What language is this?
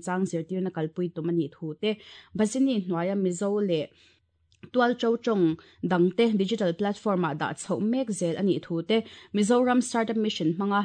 Mizo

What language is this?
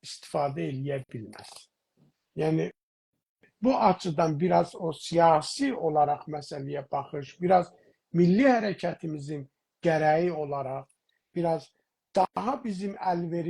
South Azerbaijani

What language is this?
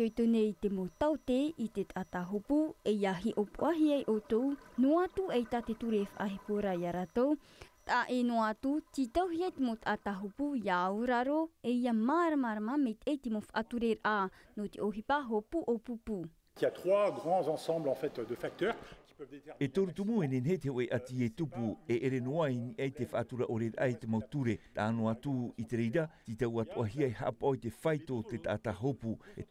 Tahitian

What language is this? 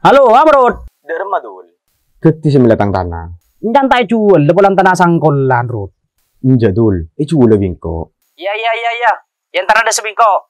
Madurese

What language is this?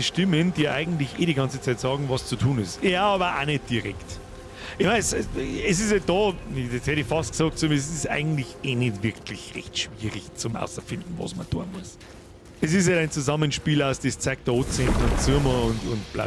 Bavarian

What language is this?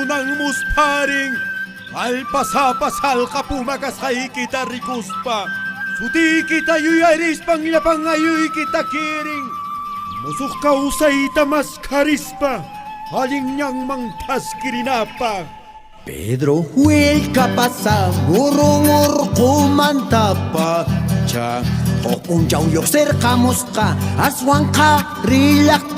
Quechua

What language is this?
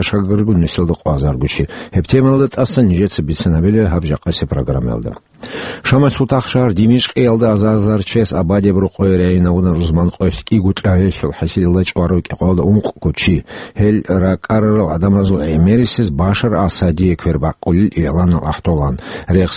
Avaric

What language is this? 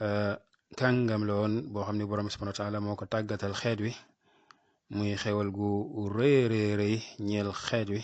Wolof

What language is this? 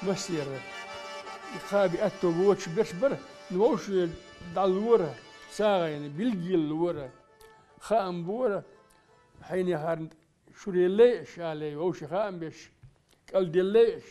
Chechen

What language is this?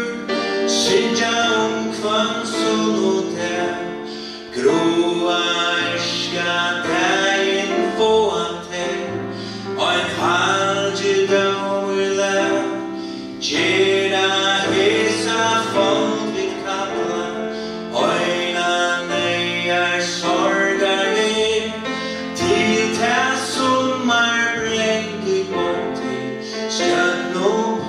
Faroese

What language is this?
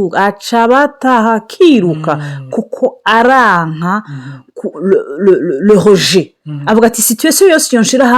Rundi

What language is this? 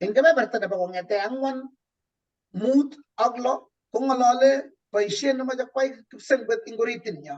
Kalenjin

